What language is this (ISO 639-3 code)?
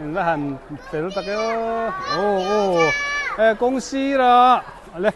lus